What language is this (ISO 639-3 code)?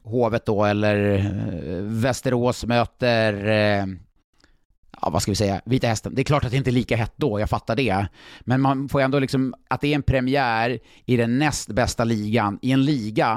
swe